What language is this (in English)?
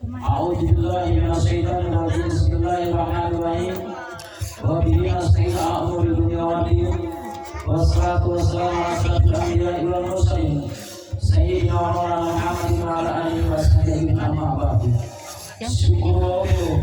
Gorontalo